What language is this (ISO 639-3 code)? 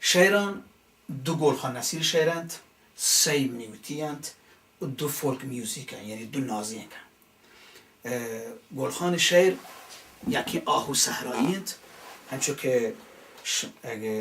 bal